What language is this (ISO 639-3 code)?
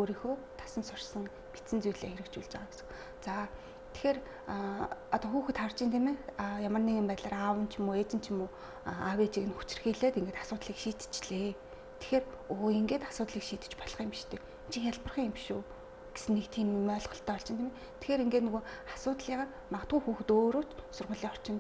mon